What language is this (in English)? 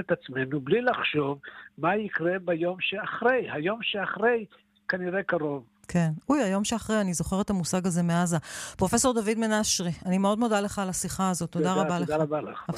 Hebrew